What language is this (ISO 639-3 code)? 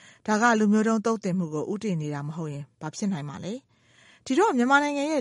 mya